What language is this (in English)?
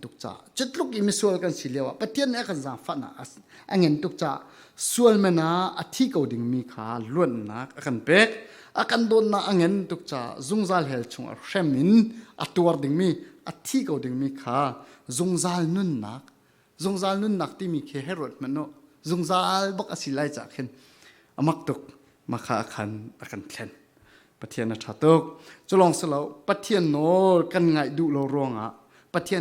Falam Chin